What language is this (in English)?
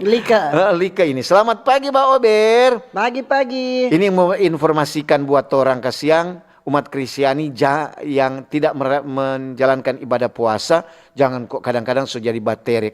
Manado Malay